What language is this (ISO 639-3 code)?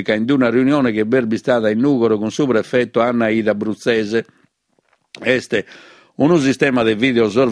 srd